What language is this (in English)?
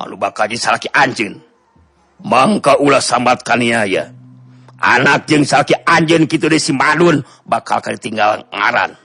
Sundanese